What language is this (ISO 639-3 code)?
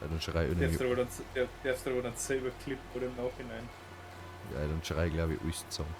bar